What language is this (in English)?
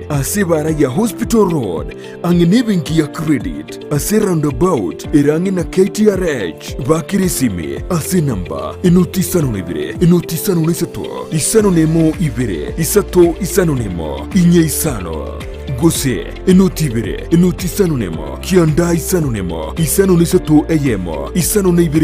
Gusii